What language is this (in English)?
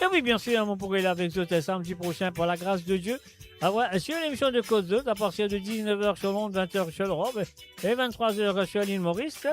Morisyen